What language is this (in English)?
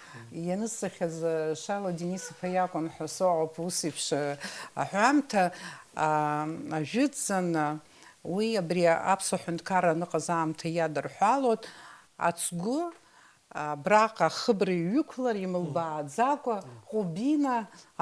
Abkhazian